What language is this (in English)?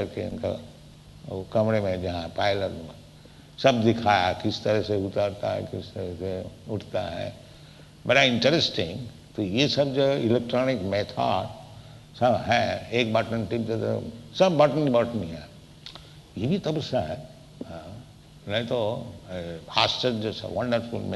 Hindi